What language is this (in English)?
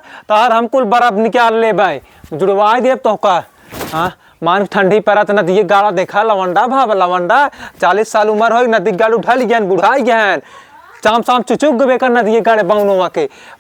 Awadhi